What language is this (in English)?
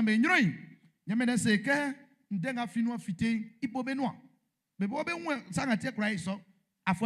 Baoulé